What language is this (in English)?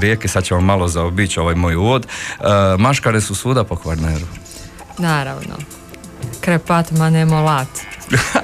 Croatian